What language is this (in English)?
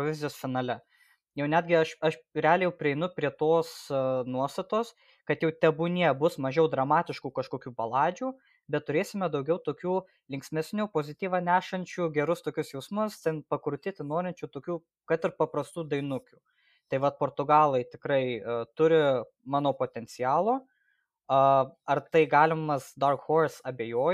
Lithuanian